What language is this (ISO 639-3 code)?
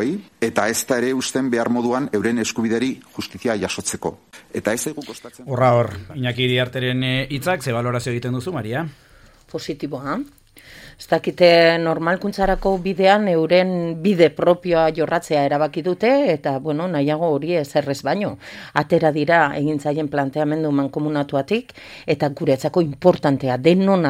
eus